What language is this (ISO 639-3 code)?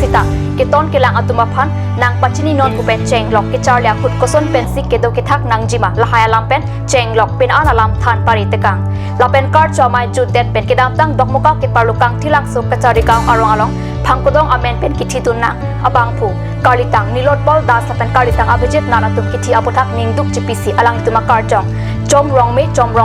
mjw